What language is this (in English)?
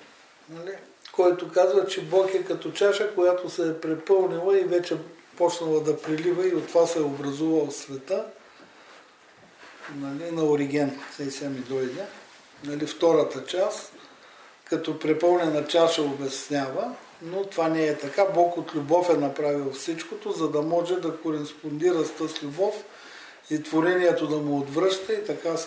Bulgarian